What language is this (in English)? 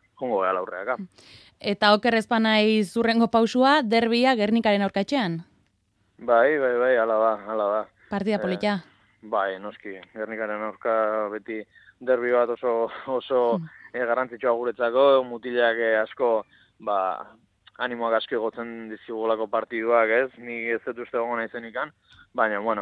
Basque